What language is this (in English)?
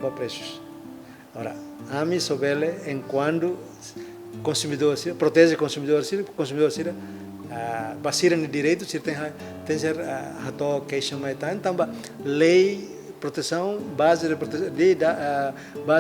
Tetum